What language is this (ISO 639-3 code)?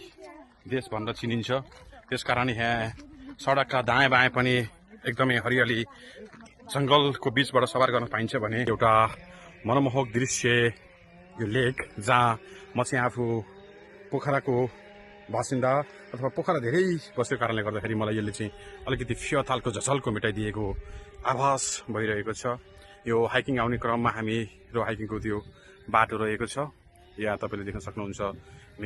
nep